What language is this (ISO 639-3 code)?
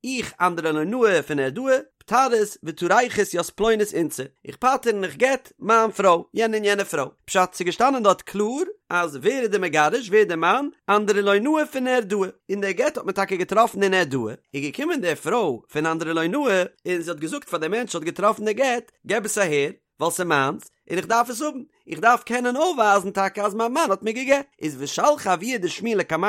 yid